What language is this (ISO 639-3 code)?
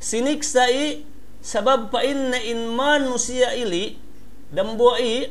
yka